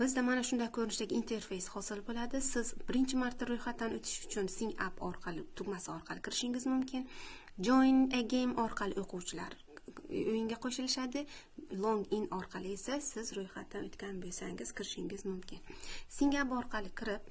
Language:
Uzbek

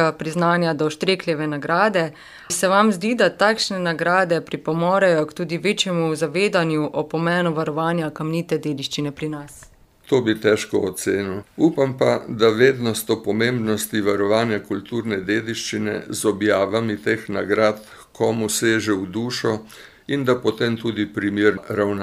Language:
Slovenian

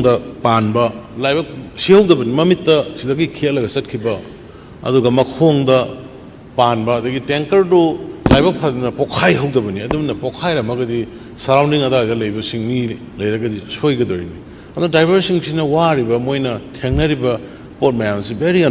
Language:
Manipuri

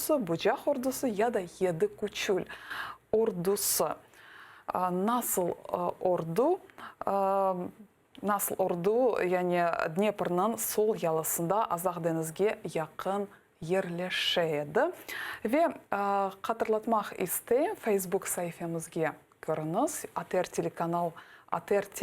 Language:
Crimean Tatar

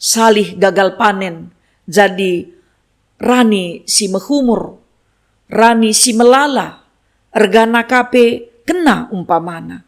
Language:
Batak Karo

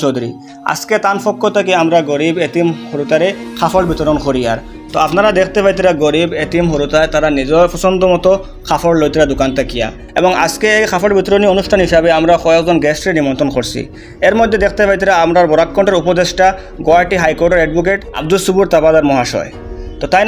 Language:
Sylheti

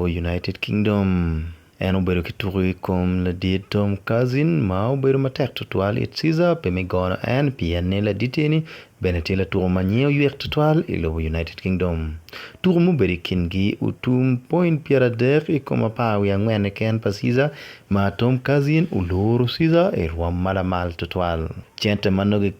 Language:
Acoli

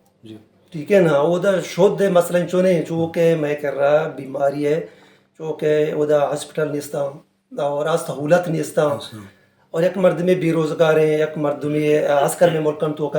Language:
Baluchi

